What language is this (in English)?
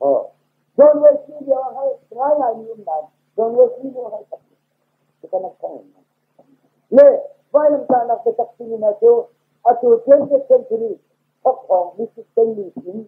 Hakha Chin